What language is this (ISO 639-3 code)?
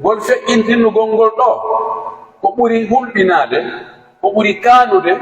fuf